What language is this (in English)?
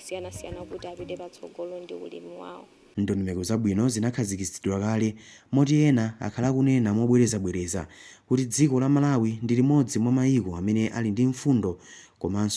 Nyanja